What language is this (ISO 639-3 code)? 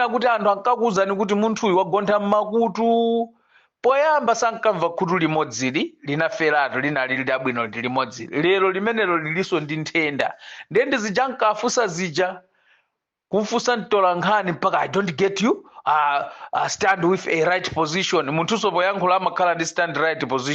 nya